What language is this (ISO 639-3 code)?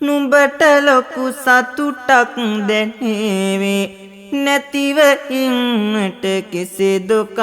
sin